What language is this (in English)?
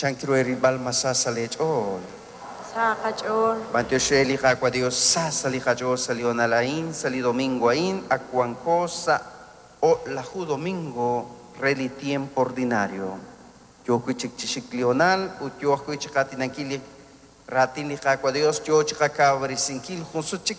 Kekchí